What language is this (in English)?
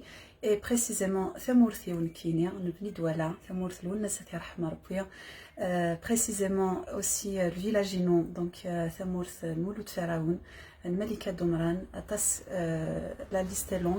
Kabyle